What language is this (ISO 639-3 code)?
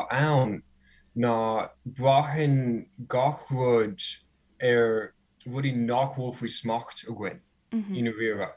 gle